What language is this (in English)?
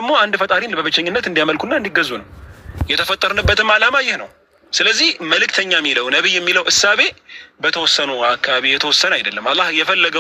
Amharic